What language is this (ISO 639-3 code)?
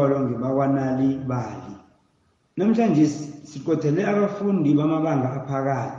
nbl